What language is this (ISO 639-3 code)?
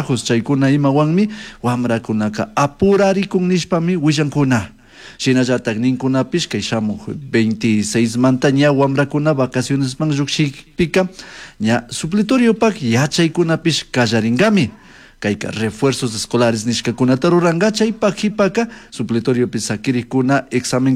qug